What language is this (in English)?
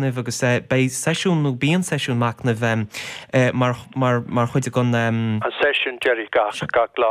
Irish